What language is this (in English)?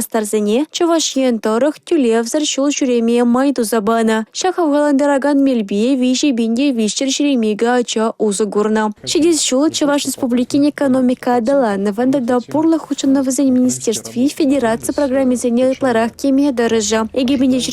Chuvash